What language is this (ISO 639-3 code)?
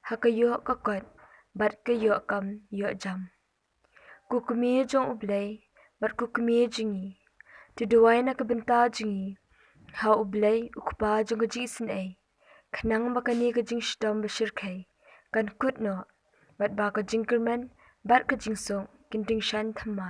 kha